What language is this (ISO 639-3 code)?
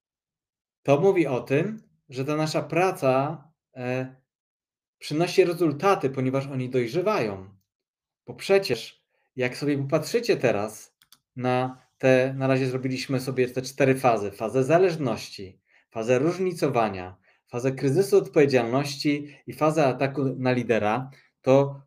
pol